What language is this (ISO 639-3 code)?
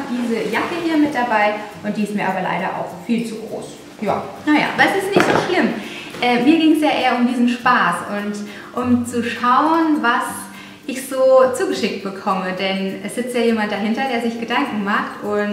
deu